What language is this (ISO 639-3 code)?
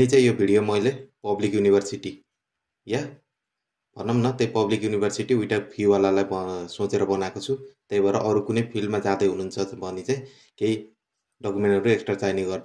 nep